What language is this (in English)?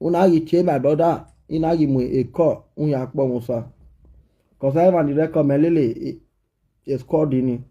Nigerian Pidgin